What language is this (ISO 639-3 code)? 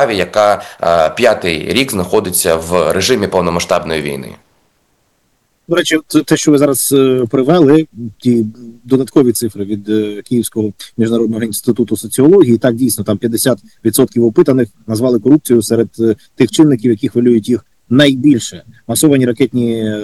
ukr